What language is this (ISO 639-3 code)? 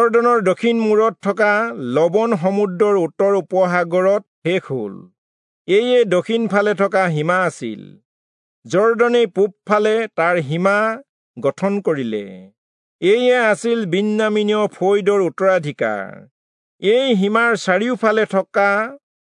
asm